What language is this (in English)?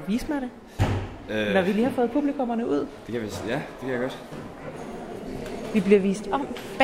Danish